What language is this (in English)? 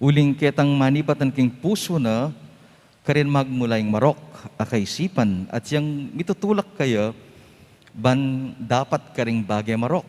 Pampanga